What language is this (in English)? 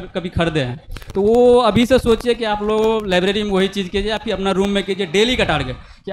Hindi